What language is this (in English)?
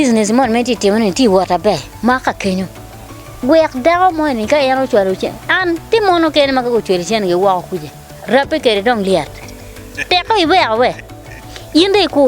Acoli